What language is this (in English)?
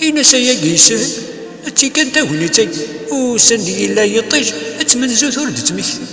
Kabyle